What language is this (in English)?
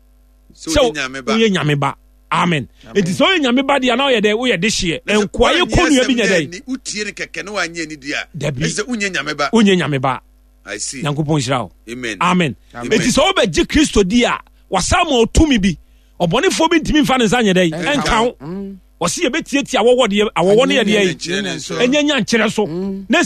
Akan